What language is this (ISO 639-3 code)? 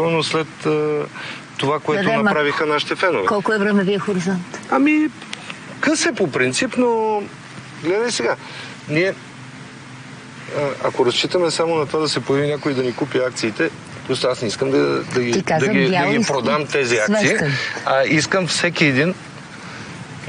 bul